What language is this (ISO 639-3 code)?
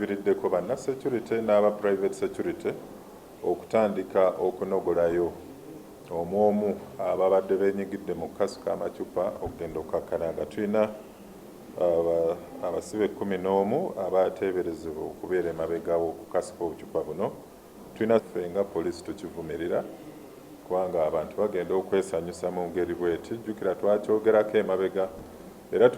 lug